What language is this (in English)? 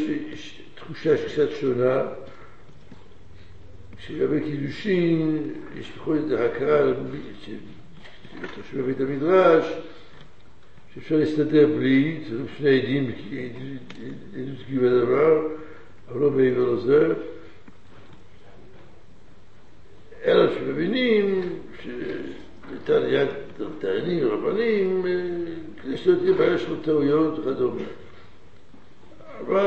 Hebrew